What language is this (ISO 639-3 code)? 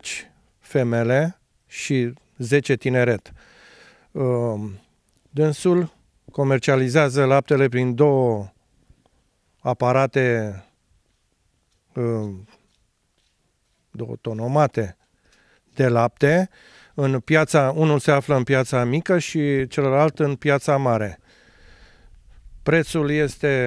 ron